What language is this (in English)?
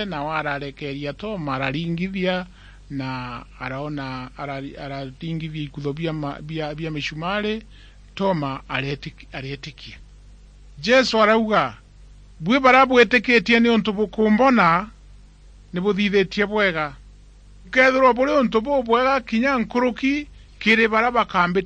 Meru